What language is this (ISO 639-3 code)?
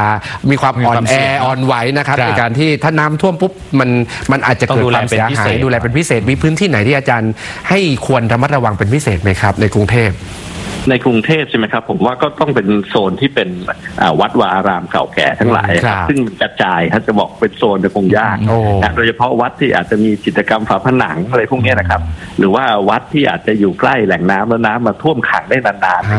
tha